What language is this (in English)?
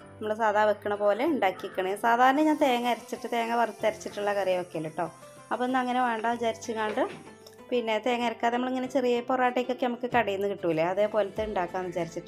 Malayalam